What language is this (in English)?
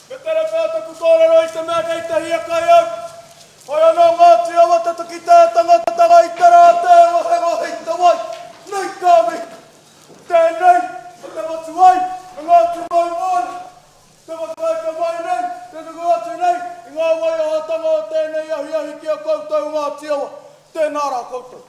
Māori